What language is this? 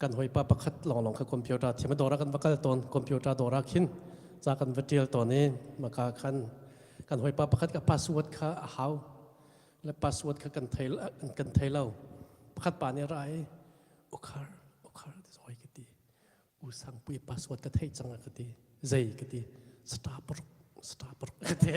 Hakha Chin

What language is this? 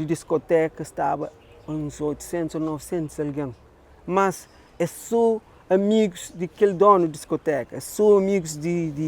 Kabuverdianu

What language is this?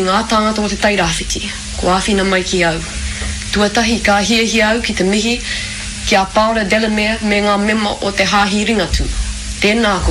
Māori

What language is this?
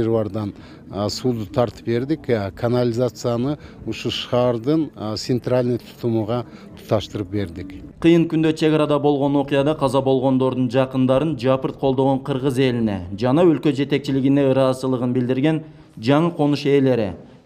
Kyrgyz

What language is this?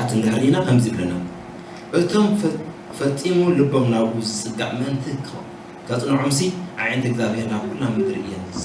Tigrinya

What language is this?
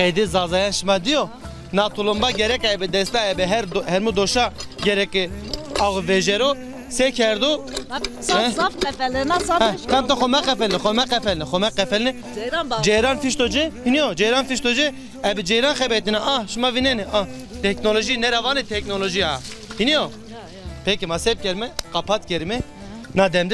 Zaza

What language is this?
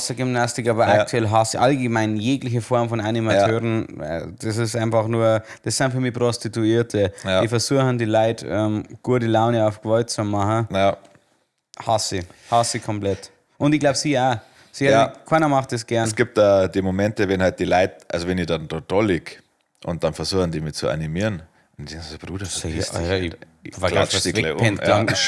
Bavarian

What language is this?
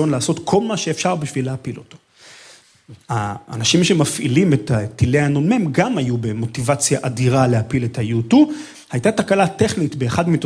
Hebrew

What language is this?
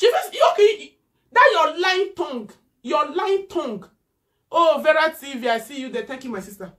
Nigerian Pidgin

